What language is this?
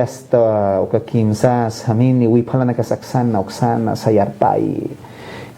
Aymara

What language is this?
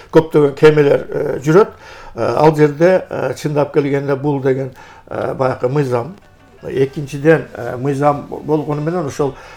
Kyrgyz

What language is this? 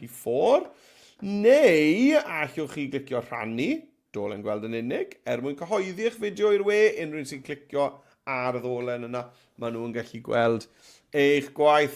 Welsh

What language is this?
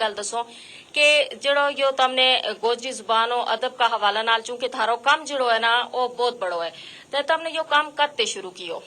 Gujari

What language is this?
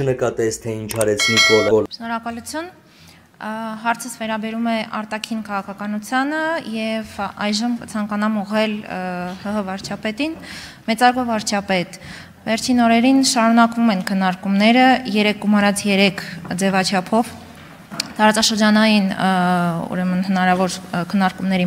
Armenian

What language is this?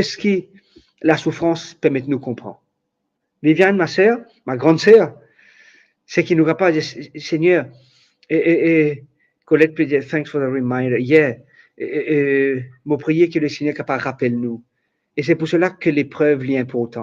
Morisyen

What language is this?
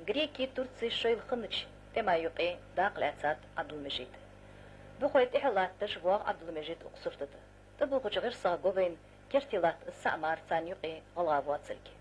Ingush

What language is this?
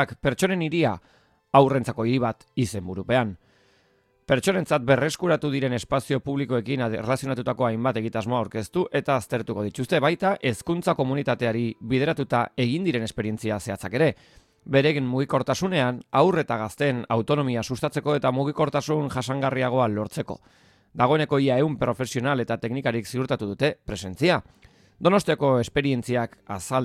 Basque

